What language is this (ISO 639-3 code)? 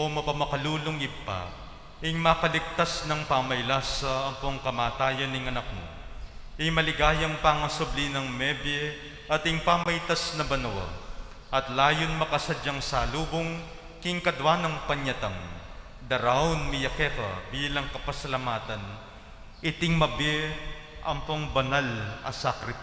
pam